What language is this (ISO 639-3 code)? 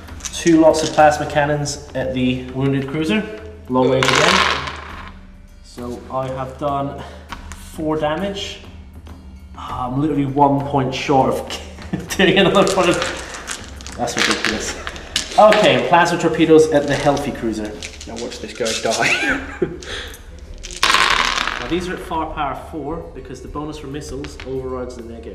eng